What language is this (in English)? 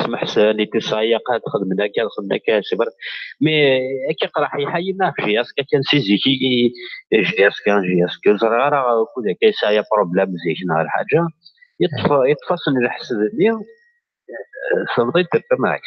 Kabyle